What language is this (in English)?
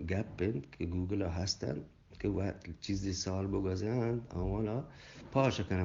Eastern Balochi